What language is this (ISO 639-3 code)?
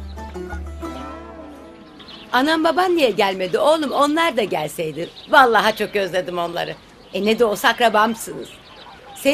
tur